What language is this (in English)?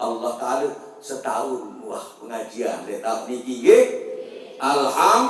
Sasak